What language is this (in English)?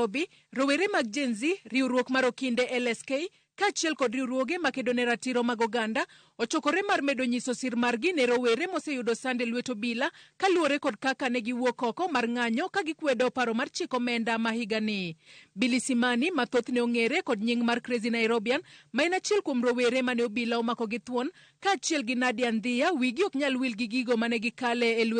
Luo (Kenya and Tanzania)